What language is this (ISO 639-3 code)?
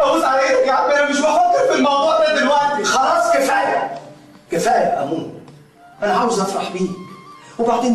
arz